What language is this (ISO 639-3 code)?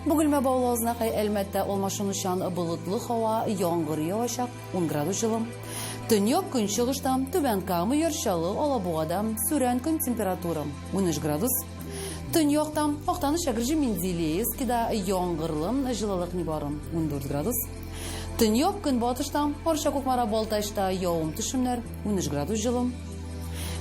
tat